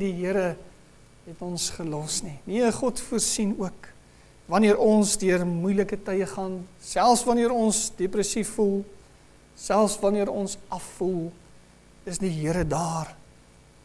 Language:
Afrikaans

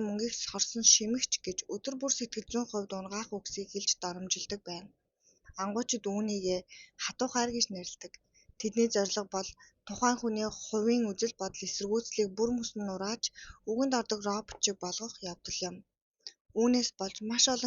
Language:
Mongolian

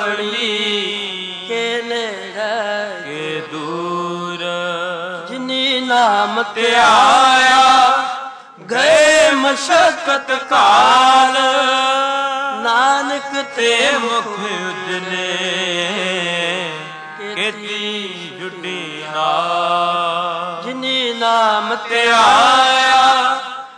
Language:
Punjabi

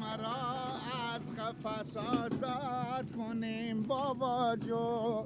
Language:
Persian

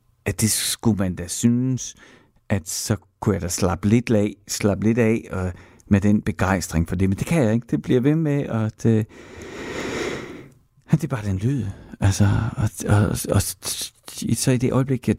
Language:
Danish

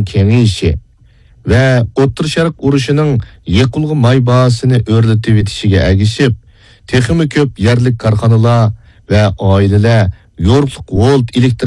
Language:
Uyghur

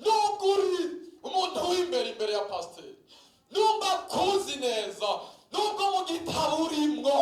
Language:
Rundi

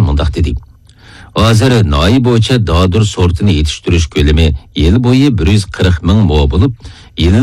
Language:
Uyghur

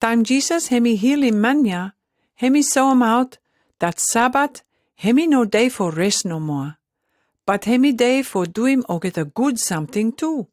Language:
Pijin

